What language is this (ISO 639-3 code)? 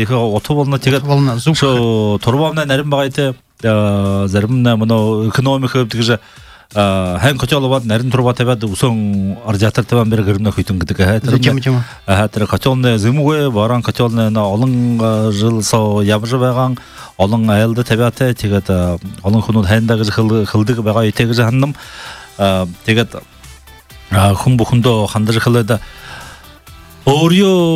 bua